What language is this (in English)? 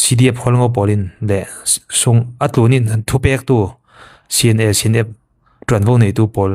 Falam Chin